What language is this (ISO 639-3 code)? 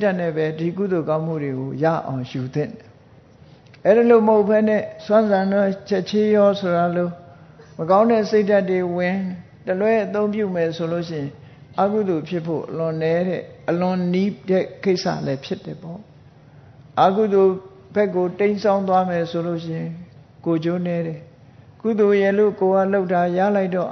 mya